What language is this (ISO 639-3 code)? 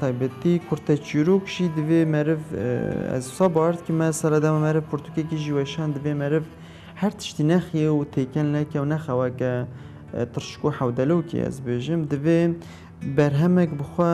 kur